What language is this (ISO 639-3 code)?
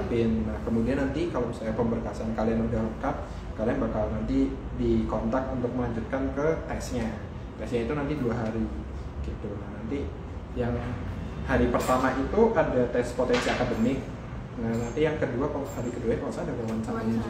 ind